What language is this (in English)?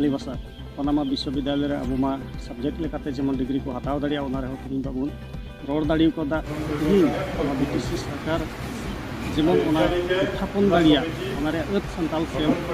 Santali